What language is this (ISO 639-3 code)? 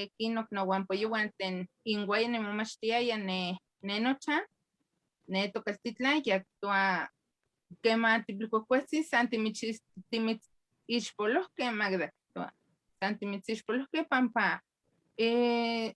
nhe